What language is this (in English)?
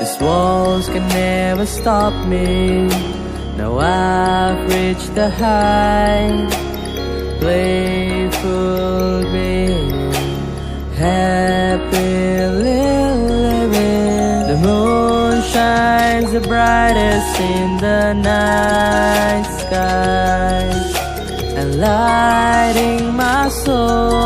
Karbi